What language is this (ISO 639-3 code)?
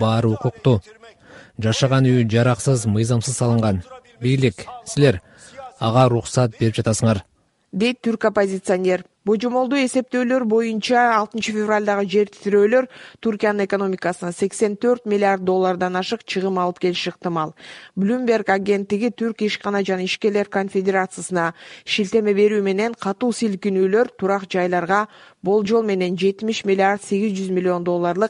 kir